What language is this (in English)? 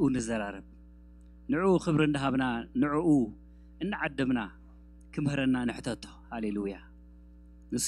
Tigrinya